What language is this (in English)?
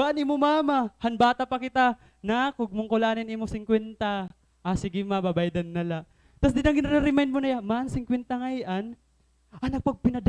Waray